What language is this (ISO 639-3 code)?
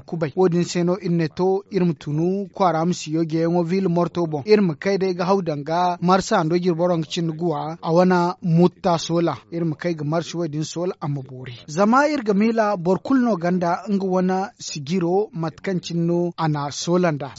dje